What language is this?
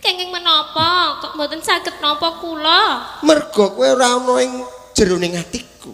Javanese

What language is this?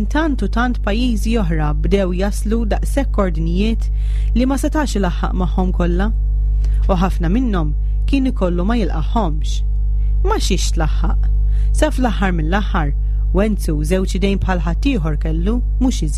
Maltese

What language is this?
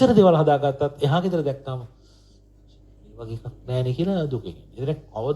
Sinhala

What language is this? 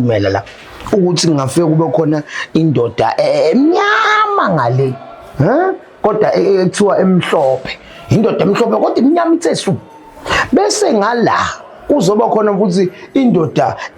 Zulu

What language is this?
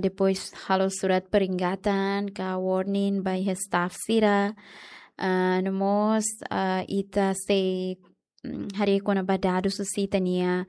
Tetum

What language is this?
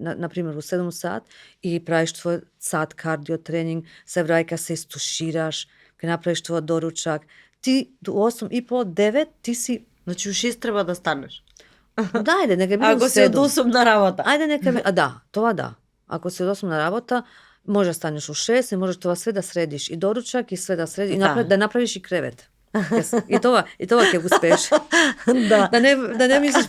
Macedonian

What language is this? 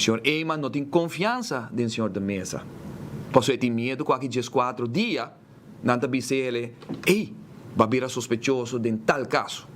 Papiamento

